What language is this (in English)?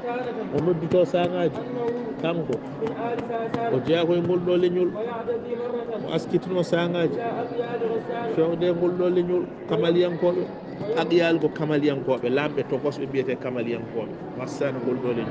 Fula